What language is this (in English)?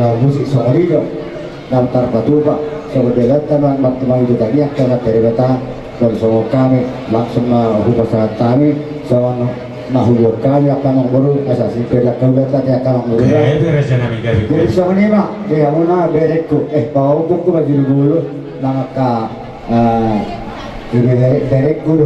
Batak Toba